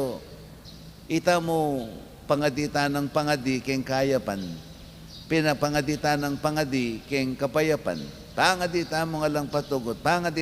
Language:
Pampanga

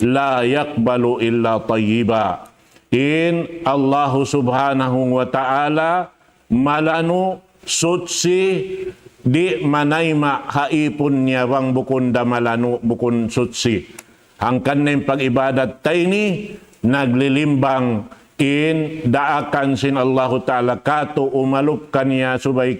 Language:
Tausug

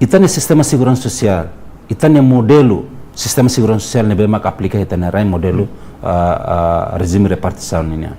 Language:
Tetum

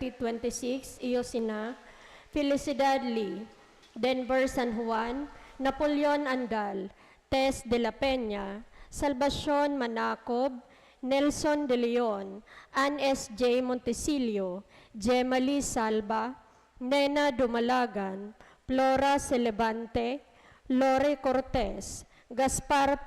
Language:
Bikol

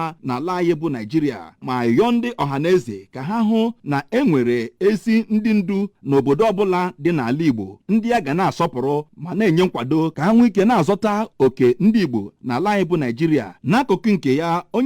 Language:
Igbo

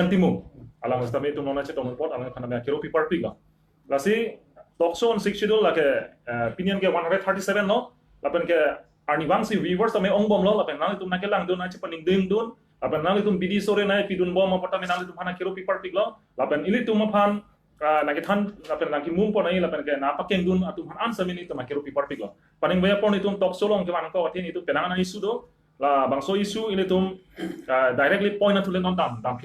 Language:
Karbi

